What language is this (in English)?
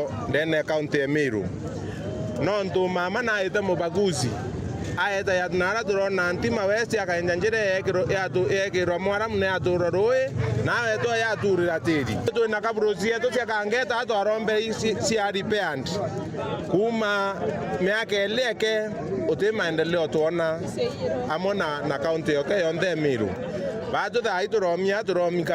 Meru